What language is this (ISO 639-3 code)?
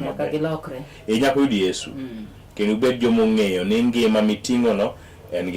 luo